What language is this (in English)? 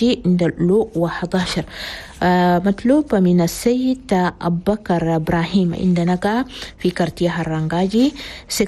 Chadian Arabic